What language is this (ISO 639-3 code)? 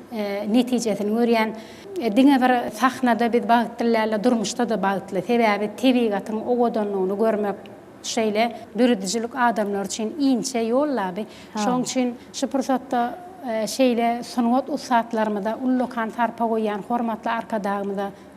tuk